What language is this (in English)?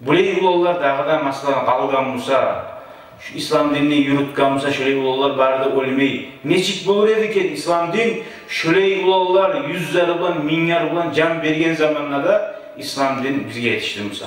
Kumyk